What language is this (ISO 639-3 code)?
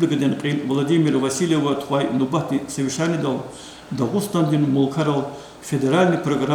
lez